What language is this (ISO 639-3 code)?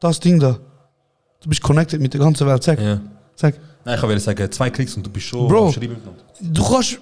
gsw